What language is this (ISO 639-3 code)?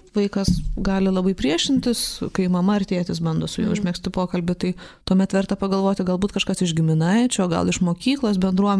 lit